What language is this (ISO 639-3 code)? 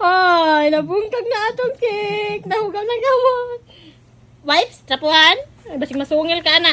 ceb